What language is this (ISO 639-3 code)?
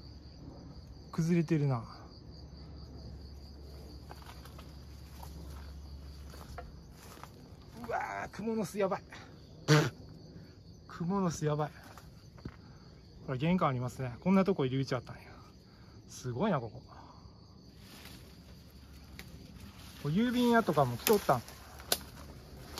jpn